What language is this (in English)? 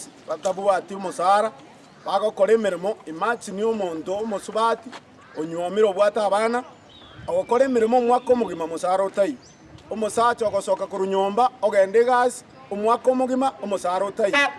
Gusii